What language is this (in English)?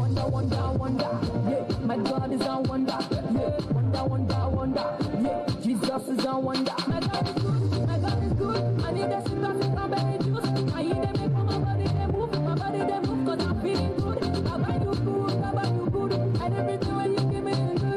Tongan